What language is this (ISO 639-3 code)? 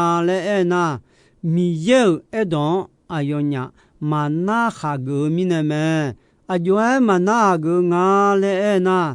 ahk